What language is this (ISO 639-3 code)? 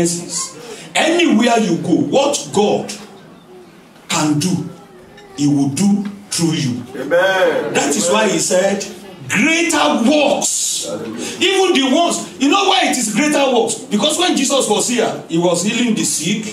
eng